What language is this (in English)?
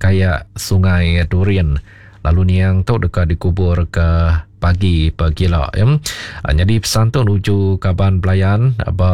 Iban